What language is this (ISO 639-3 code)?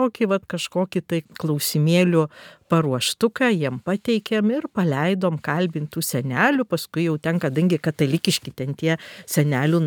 lit